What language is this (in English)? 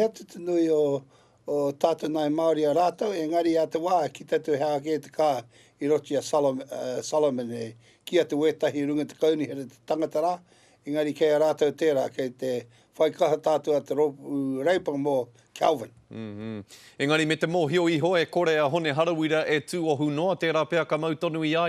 Māori